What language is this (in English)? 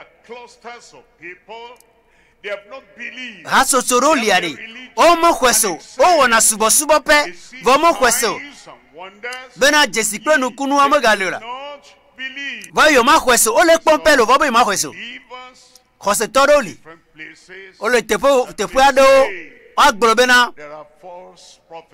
Ewe